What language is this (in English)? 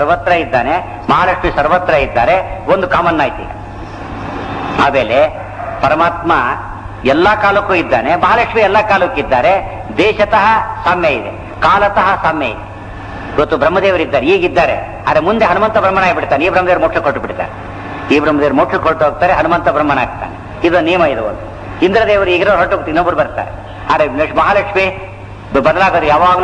Kannada